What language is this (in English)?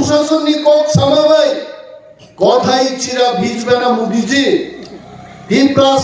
Kok Borok